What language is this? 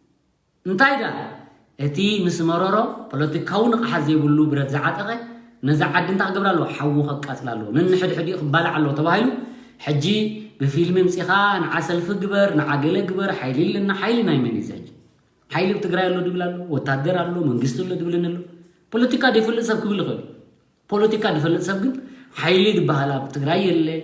Tigrinya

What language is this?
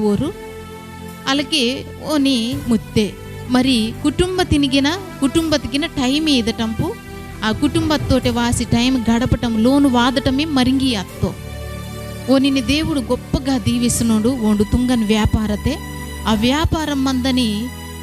Koya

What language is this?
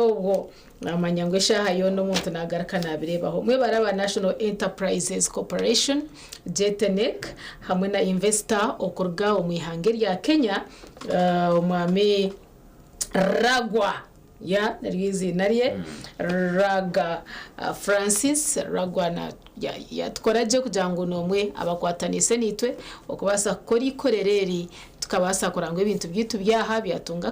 Nyankole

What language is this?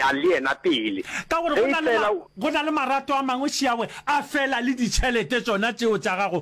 Northern Sotho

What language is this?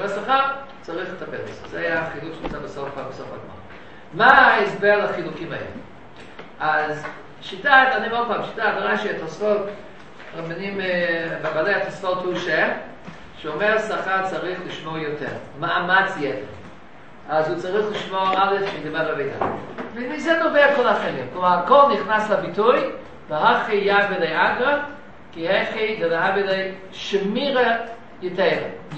Hebrew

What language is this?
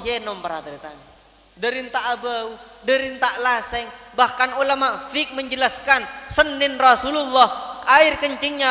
Madurese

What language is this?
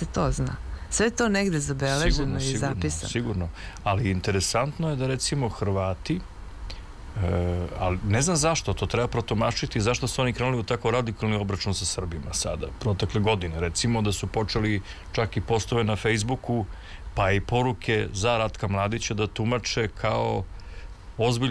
Serbian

